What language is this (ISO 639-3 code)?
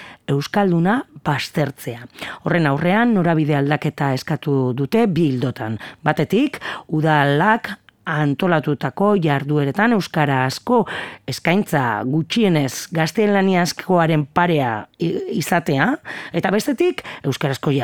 eus